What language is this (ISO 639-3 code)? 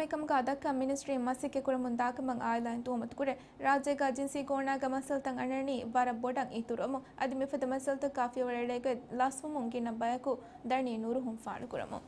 div